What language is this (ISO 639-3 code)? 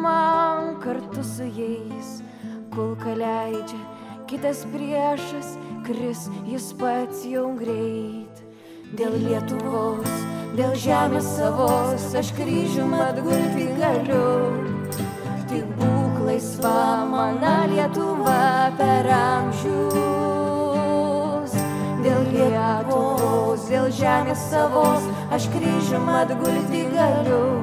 lit